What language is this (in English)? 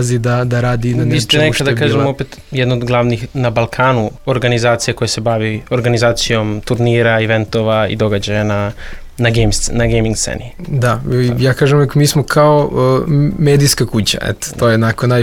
Serbian